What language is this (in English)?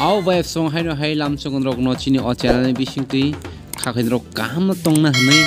Kok Borok